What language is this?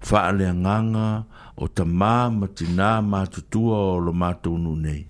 Samoan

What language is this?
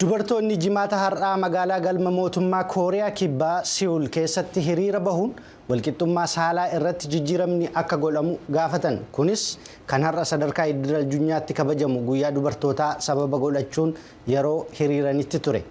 Oromo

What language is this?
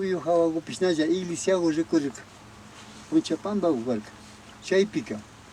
Imbabura Highland Quichua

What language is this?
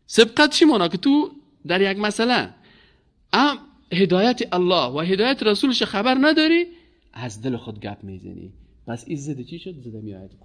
Persian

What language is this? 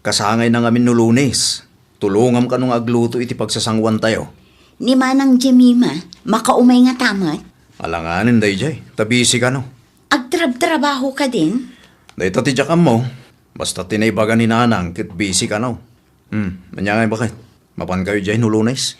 Iloko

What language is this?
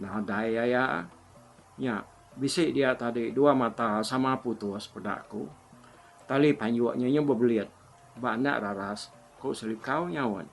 Iban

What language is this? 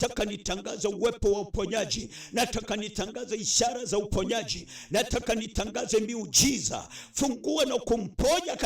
Swahili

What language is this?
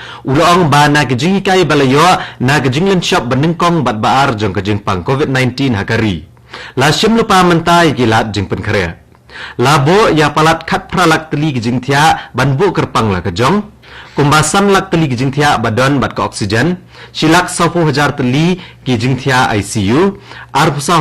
Khasi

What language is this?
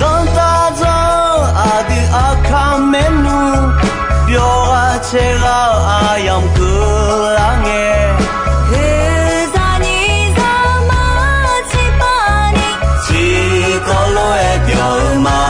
Akha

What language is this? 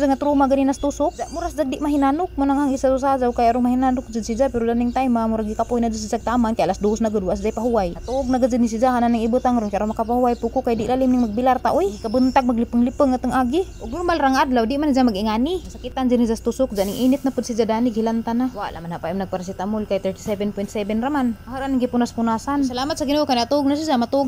Cebuano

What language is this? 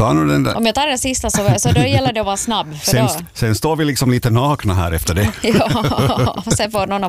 Swedish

